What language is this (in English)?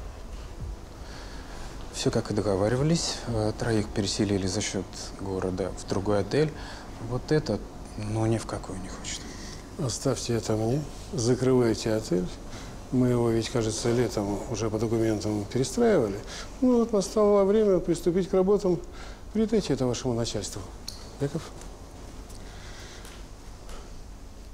Russian